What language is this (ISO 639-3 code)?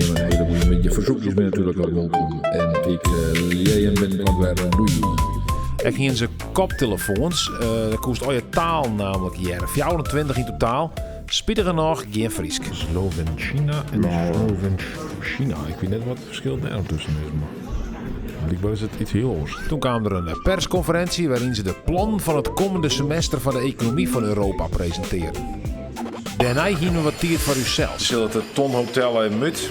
fry